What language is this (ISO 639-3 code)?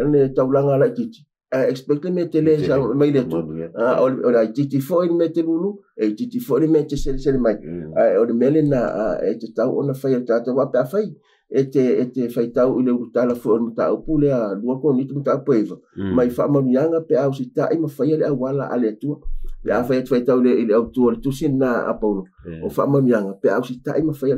smo